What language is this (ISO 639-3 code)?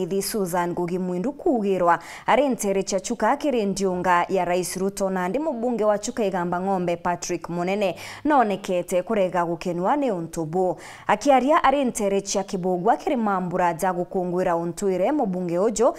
mer